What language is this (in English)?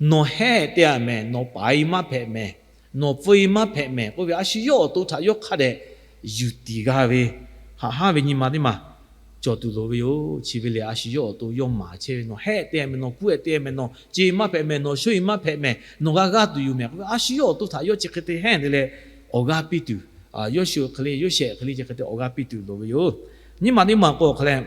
Lahu